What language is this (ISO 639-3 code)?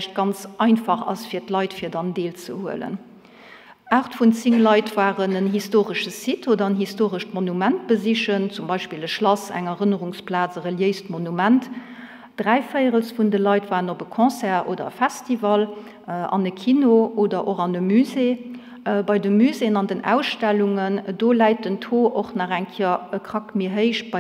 ltz